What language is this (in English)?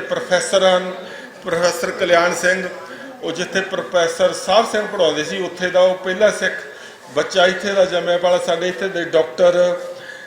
Western Panjabi